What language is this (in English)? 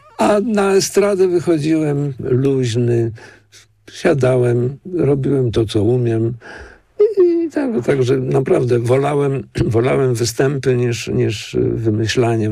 Polish